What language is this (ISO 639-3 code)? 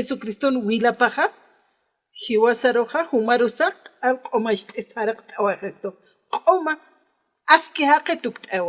aym